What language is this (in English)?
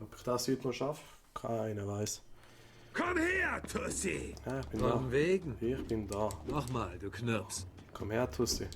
Swiss German